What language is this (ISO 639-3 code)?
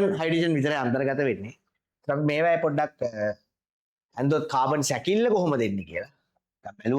sin